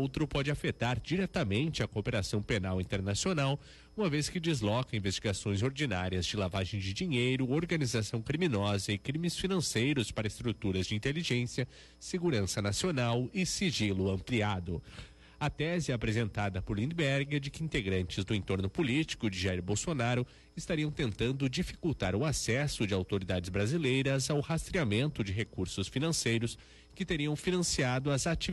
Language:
Portuguese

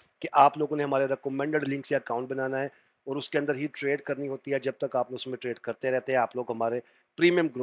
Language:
Hindi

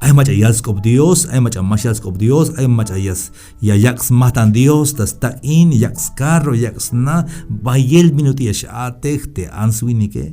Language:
Tzeltal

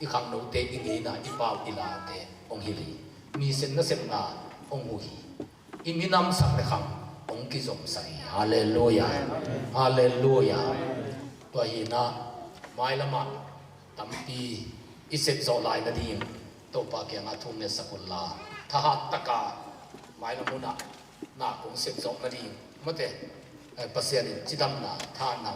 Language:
Tedim Chin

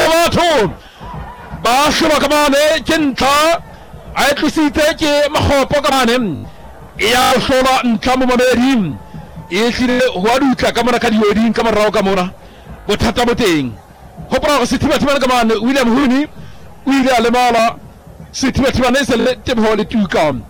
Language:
Southern Sotho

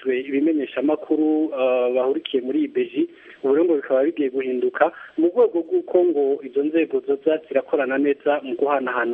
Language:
Kinyarwanda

